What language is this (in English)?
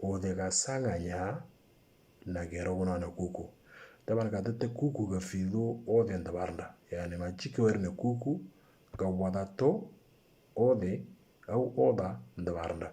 Moro